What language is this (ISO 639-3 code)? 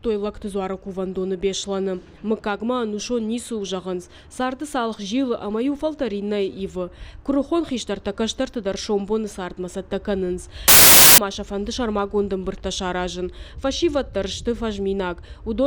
oss